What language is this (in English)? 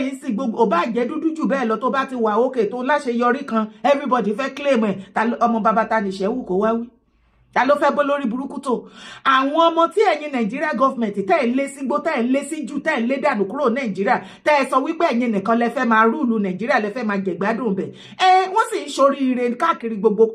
Yoruba